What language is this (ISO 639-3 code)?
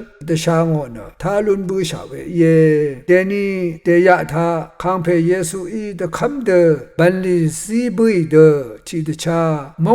raw